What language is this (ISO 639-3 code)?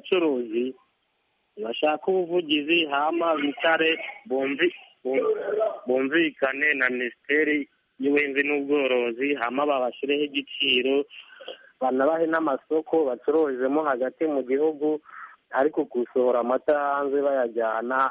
kin